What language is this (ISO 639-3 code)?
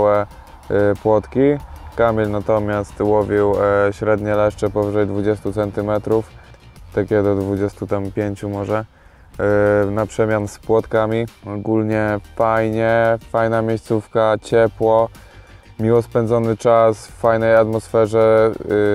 pol